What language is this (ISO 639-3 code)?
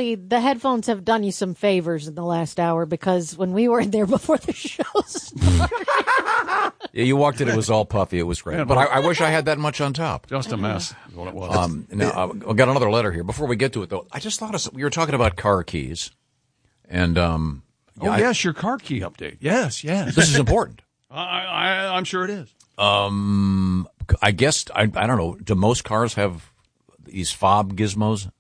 eng